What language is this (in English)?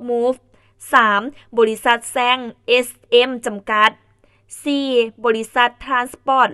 Lao